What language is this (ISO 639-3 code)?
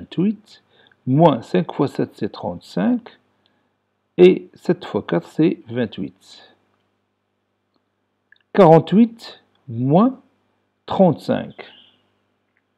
fra